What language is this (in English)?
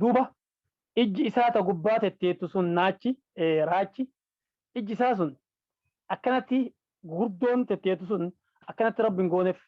Oromo